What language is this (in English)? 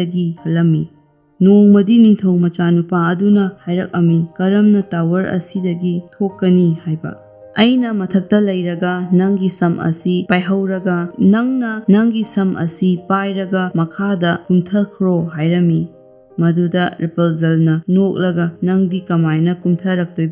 Manipuri